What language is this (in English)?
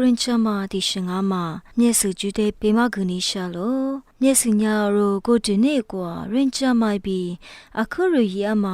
Lisu